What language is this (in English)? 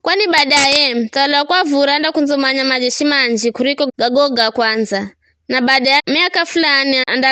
Giryama